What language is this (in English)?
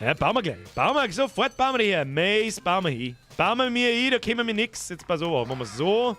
Bavarian